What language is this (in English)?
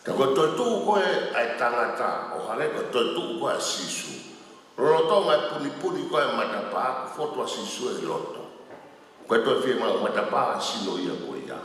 Tongan